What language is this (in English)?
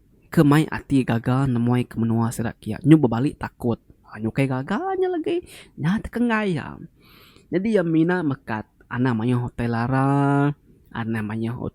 Iban